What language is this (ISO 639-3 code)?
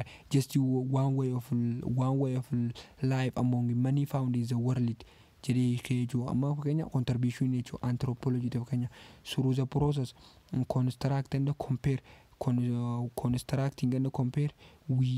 orm